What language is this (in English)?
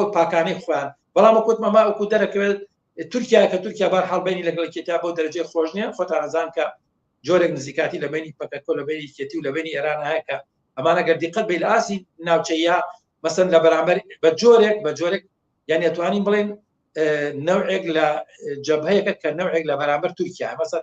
Central Kurdish